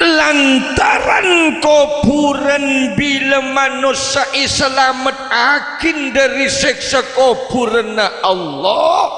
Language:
Madurese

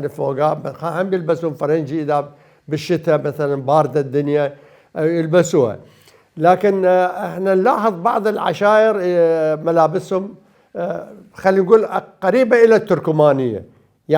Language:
Mesopotamian Arabic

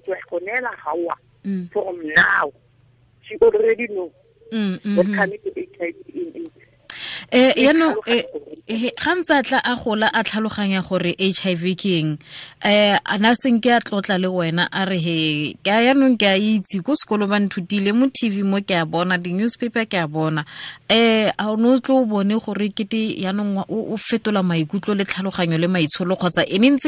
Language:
Tswana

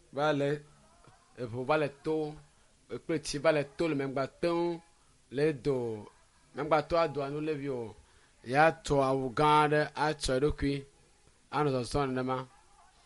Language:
Ewe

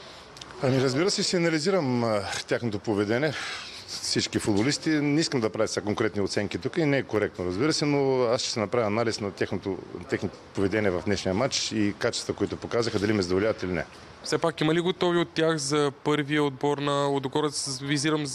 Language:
Bulgarian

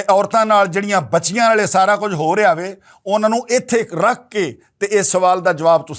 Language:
Western Panjabi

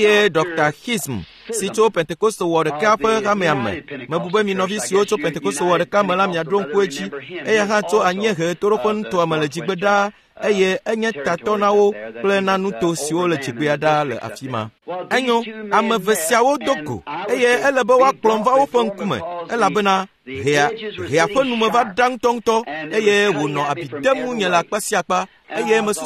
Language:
Ewe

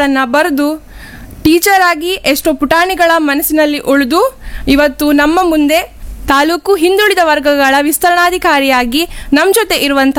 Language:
Kannada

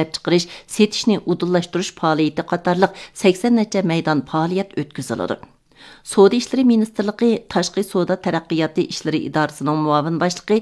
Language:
Uyghur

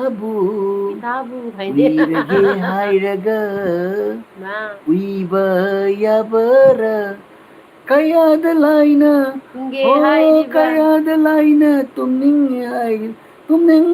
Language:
Manipuri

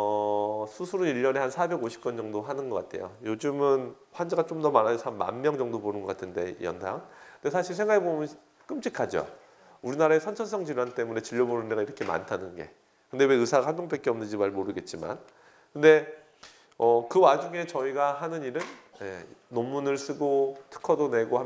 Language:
Korean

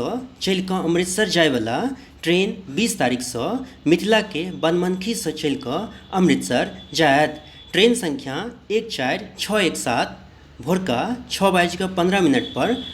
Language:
Maithili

